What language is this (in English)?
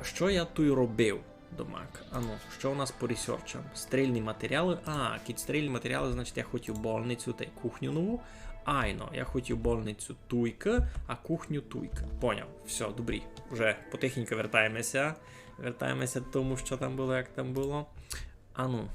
Rusyn